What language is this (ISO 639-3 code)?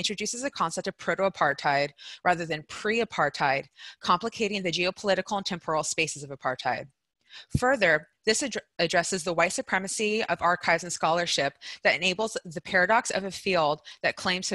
eng